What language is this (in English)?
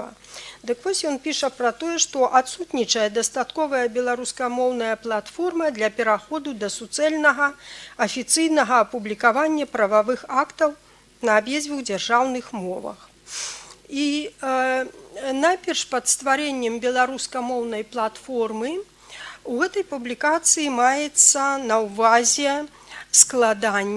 Belarusian